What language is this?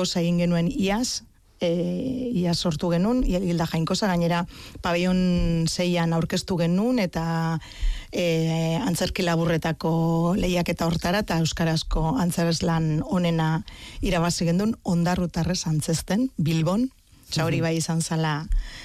Basque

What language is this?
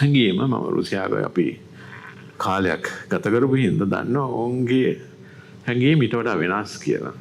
Sinhala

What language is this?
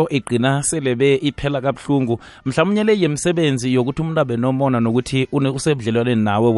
South Ndebele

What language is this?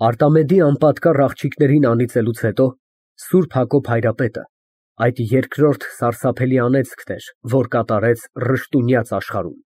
Armenian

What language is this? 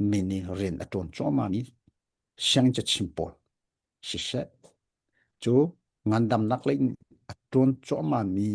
Hakha Chin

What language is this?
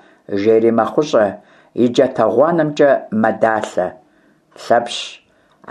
Kabardian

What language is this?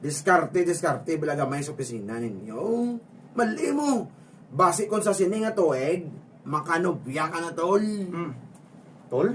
Hiligaynon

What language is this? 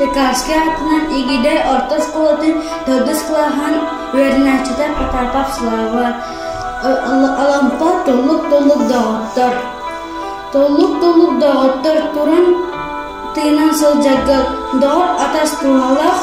Yakut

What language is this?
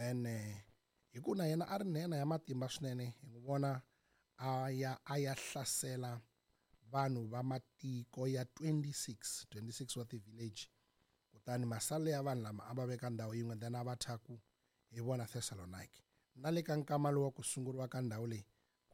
Tsonga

